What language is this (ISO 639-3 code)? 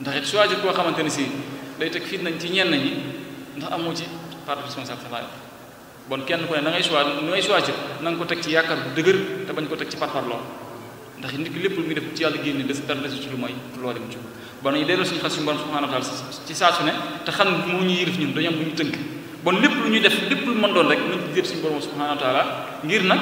wol